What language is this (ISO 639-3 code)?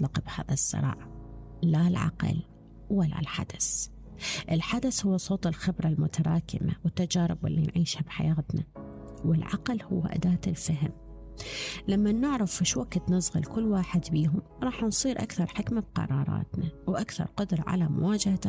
acm